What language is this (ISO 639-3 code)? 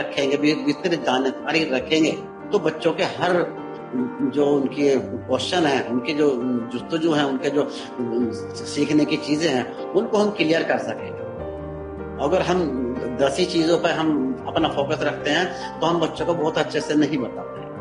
hin